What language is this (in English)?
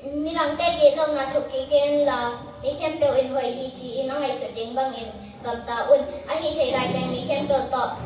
Tedim Chin